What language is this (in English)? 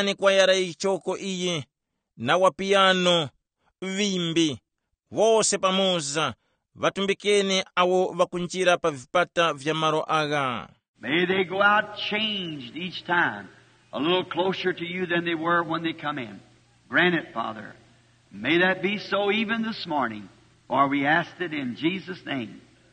Tumbuka